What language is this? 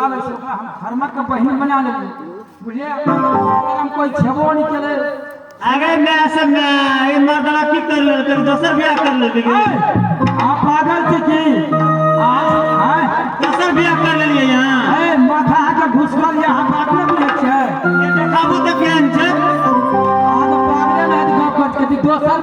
Maithili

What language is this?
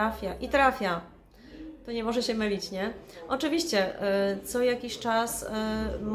Polish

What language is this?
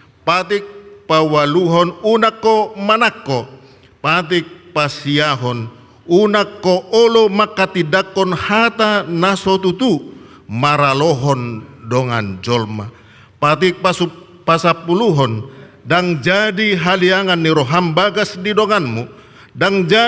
Batak Toba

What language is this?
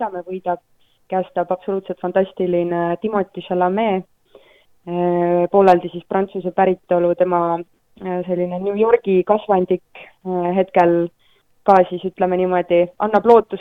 Estonian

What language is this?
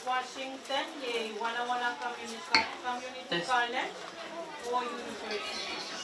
Pohnpeian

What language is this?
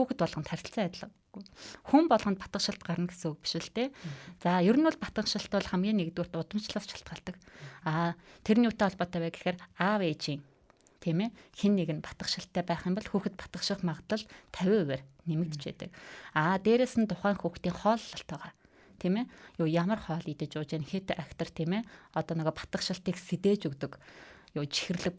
Mongolian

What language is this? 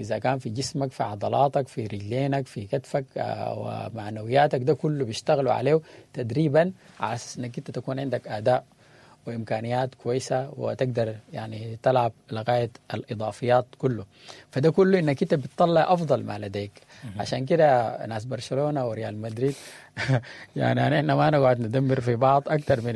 Sudanese Arabic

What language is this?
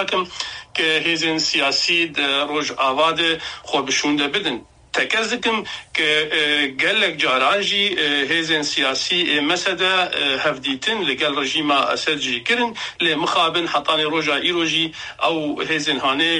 Kurdish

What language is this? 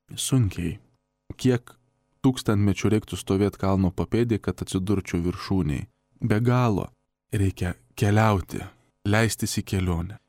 Lithuanian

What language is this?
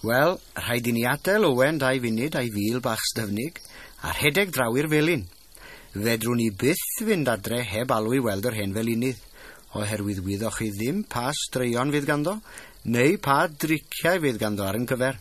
Welsh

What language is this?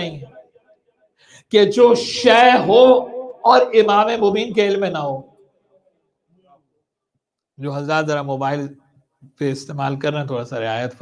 Urdu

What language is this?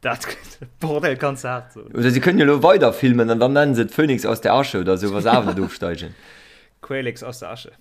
Luxembourgish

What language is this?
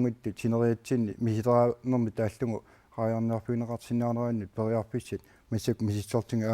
Kalaallisut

